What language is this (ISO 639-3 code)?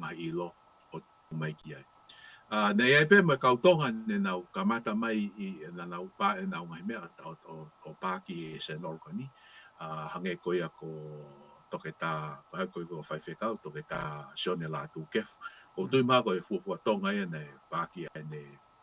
ton